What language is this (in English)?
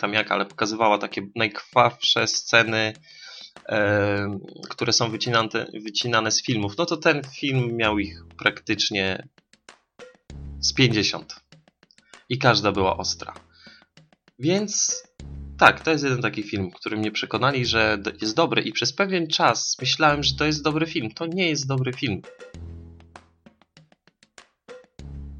Polish